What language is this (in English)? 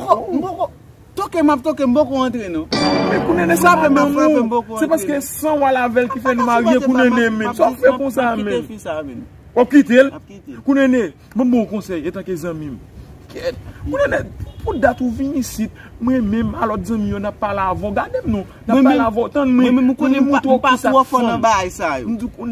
Haitian Creole